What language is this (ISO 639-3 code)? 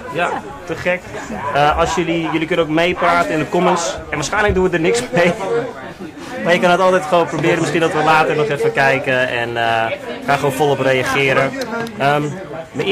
nld